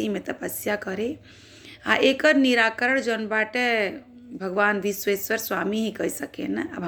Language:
Bhojpuri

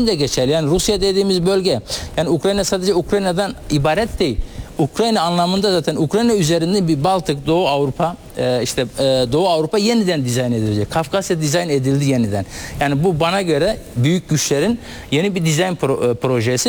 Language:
Turkish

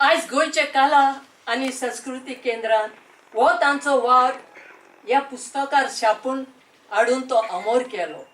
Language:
Konkani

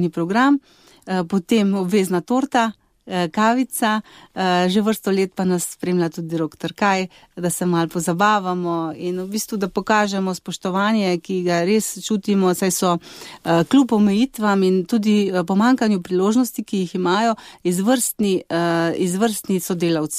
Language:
Slovenian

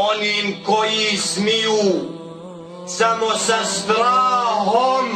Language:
Bosnian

